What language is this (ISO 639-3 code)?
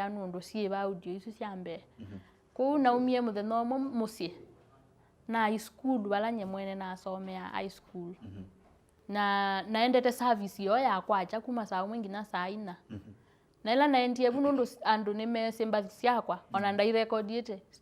kam